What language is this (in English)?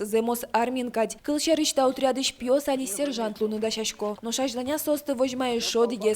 Udmurt